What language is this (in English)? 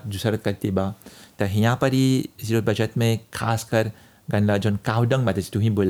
Bhojpuri